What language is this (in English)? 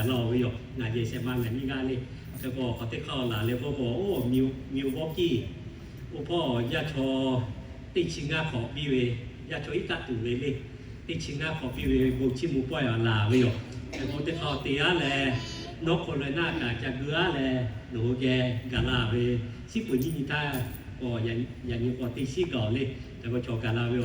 Lahu